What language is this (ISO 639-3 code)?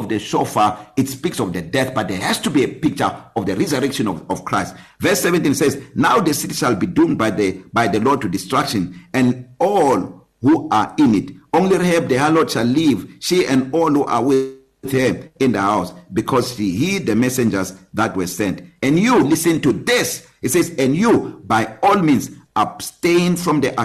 eng